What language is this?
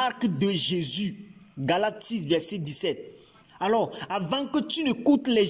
French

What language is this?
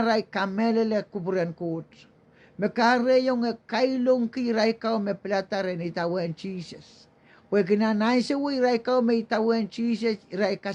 Pohnpeian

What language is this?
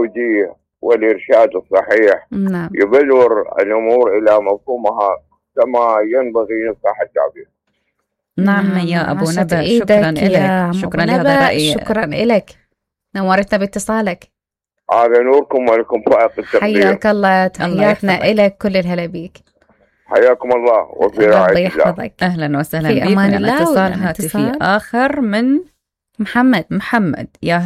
Mesopotamian Arabic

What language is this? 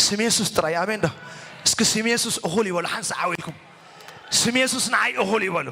Tigrinya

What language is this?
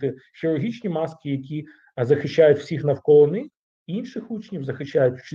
Ukrainian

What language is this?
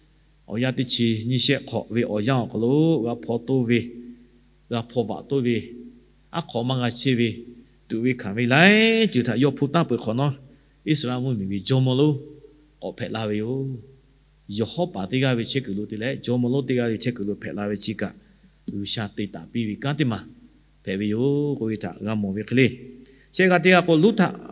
Lahu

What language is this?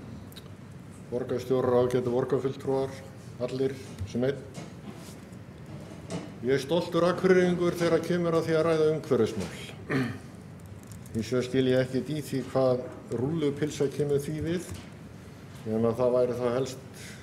Icelandic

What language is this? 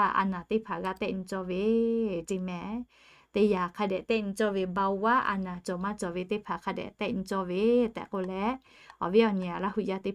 Lahu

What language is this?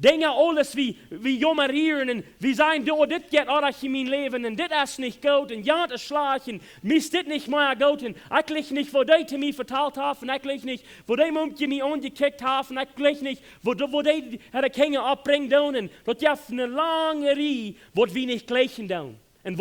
Plautdietsch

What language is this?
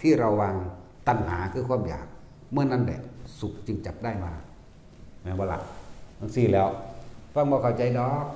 Northeastern Thai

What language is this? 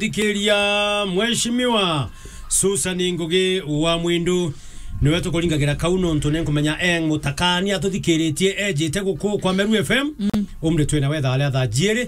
Meru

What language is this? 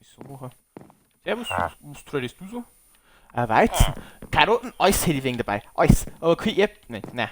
Bavarian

